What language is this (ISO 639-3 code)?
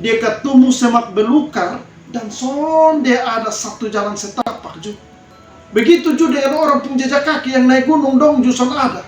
mkn